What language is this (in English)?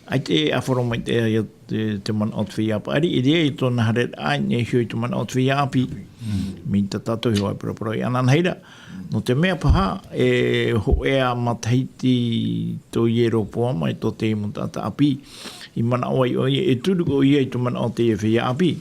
Tahitian